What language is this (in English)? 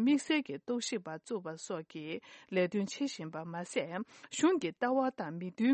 Tibetan